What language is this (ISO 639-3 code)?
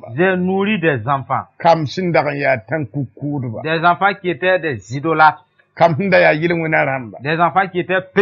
mos